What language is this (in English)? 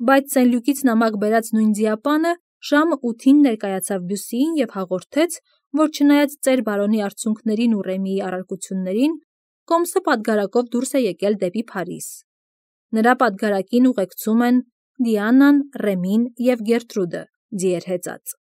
Armenian